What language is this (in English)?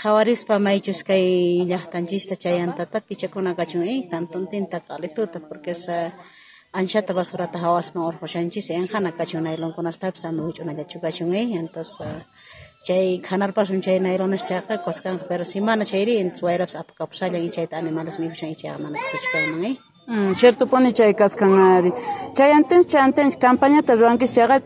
South Bolivian Quechua